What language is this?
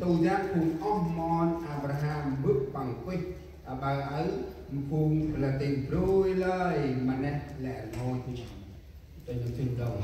Central Mnong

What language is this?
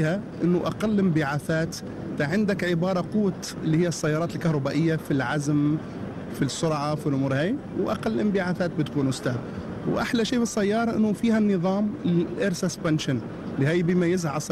Gulf Arabic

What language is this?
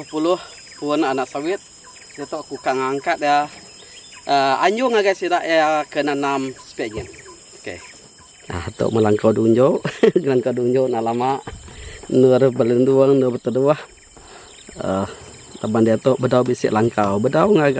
Iban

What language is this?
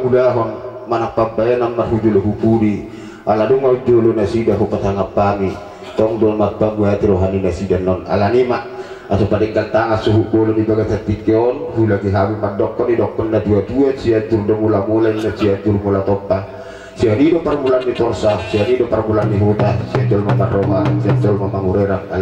Batak Toba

